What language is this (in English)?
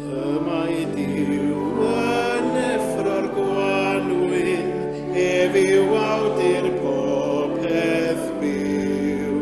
Welsh